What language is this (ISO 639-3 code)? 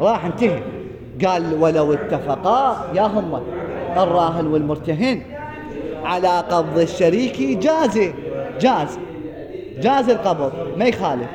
acm